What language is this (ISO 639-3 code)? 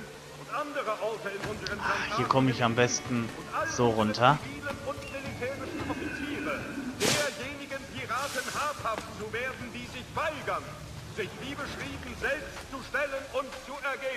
deu